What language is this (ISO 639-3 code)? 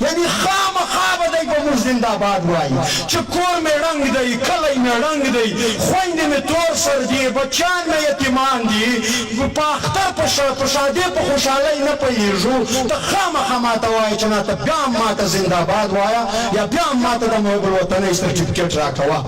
pus